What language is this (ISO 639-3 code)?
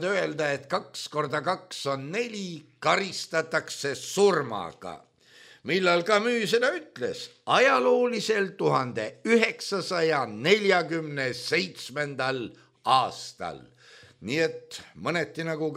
est